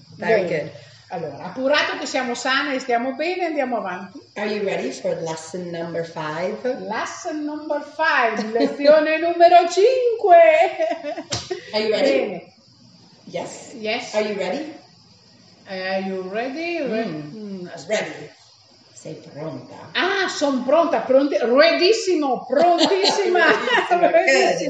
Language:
Italian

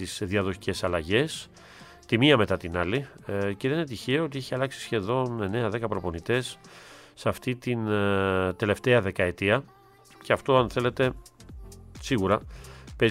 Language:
Greek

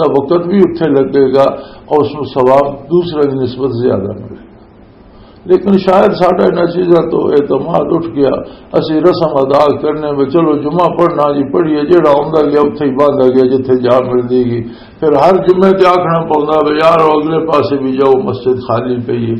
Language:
Western Panjabi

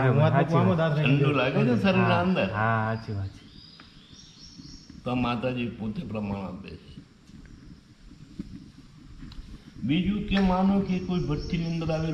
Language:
Gujarati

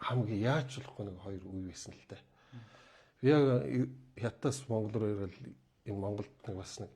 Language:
Mongolian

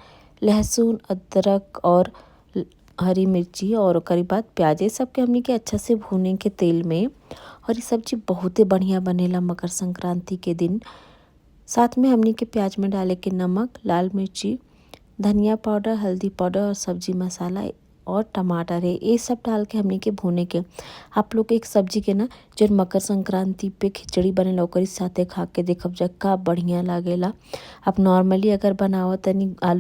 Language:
Bhojpuri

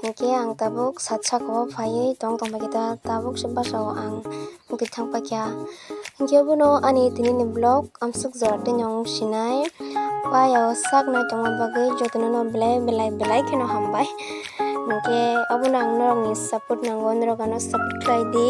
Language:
Kok Borok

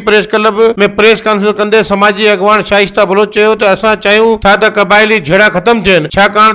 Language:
Sindhi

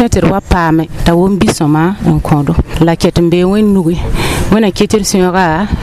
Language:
Mossi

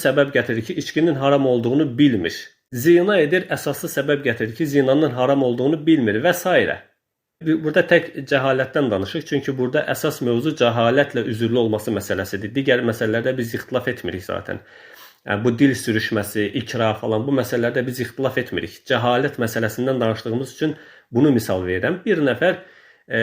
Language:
Azerbaijani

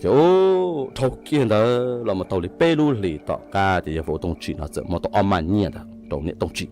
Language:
Hmong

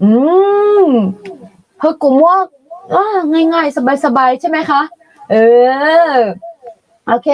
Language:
Akha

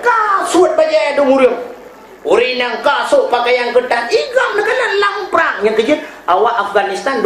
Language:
Achinese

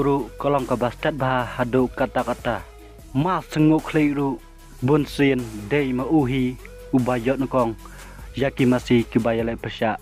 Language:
Khasi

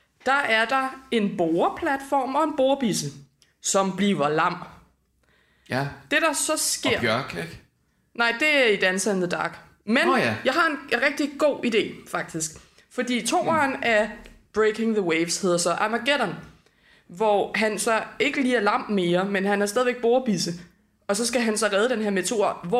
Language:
Danish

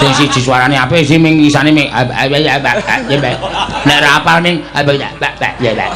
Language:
Javanese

